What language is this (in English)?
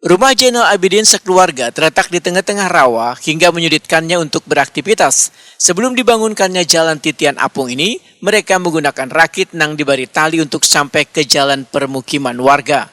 Banjar